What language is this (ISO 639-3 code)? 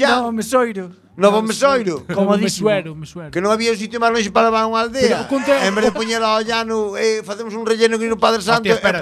glg